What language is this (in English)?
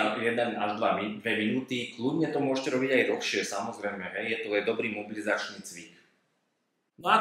Slovak